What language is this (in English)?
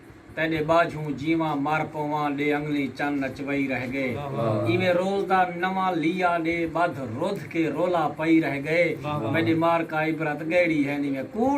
Saraiki